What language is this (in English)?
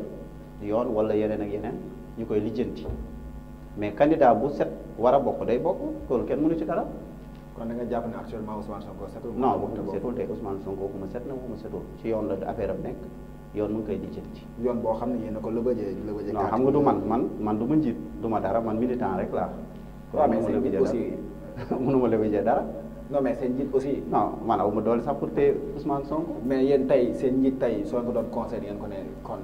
Wolof